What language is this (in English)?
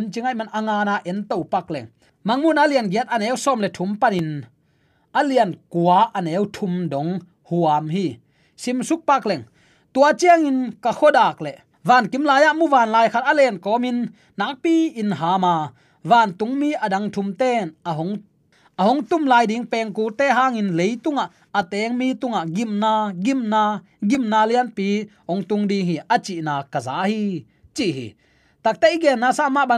Tedim Chin